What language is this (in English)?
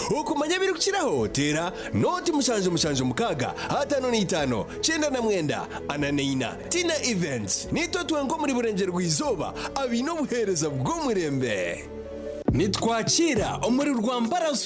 Nyankole